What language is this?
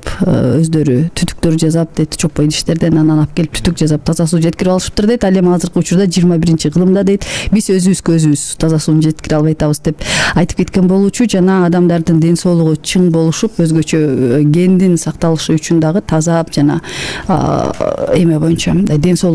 Kyrgyz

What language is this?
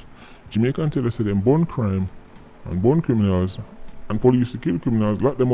Jamaican Creole English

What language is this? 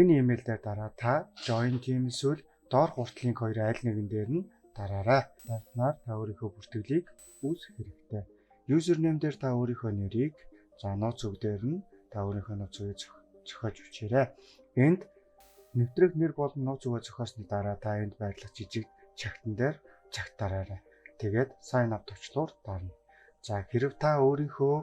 Mongolian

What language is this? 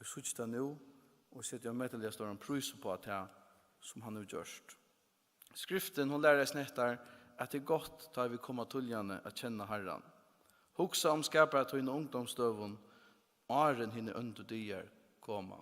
Faroese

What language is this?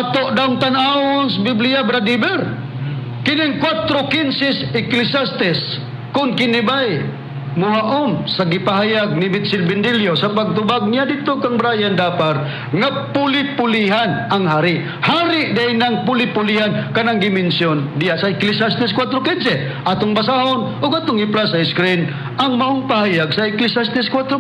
Cebuano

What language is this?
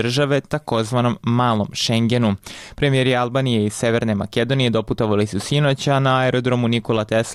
Serbian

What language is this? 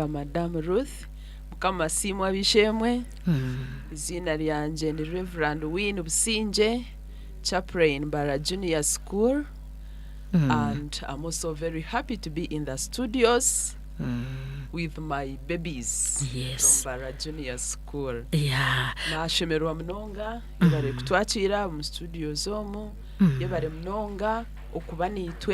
Nyankole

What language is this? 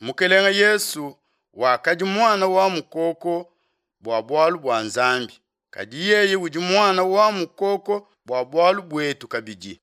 Luba-Lulua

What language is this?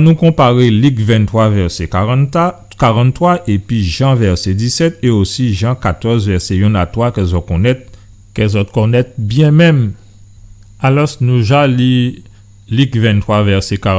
Guadeloupean Creole French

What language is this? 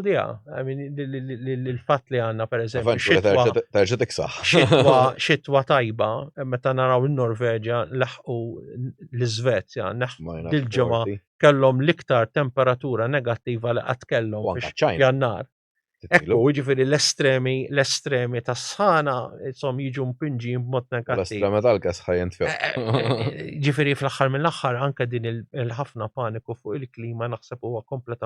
Maltese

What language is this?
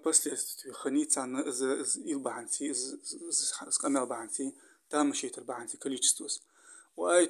Ingush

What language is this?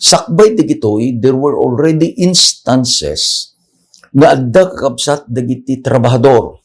Iloko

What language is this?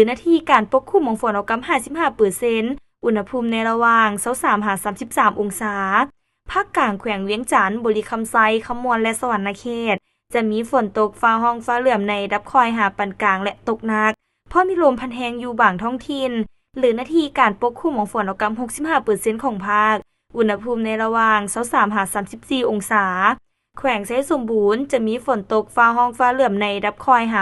Lao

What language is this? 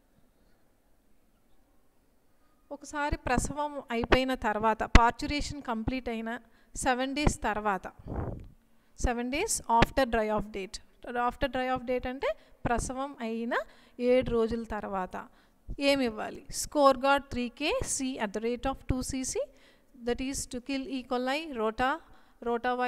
Telugu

